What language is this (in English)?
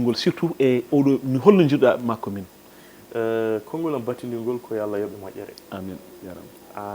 Fula